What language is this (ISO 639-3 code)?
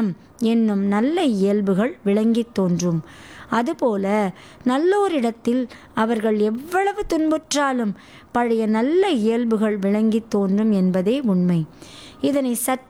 tam